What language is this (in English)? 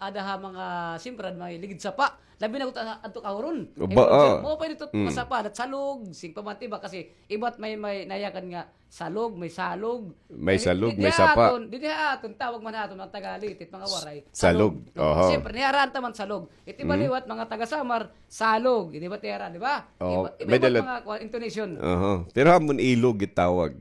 Waray